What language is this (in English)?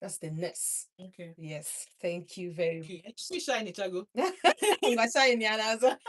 Igbo